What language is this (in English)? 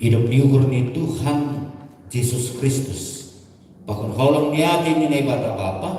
Batak Simalungun